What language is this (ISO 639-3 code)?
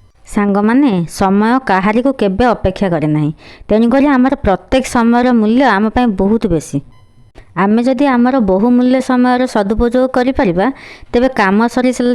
ori